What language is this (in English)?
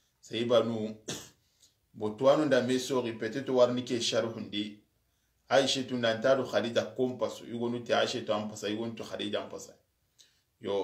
Soninke